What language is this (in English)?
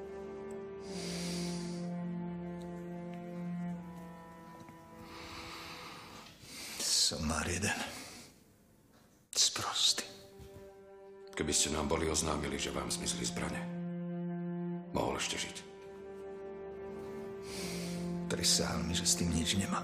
Slovak